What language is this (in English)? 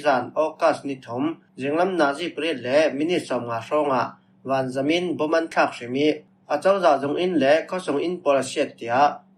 Falam Chin